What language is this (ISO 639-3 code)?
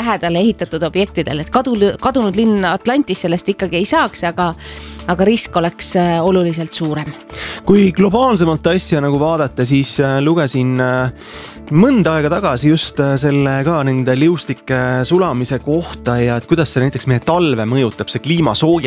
est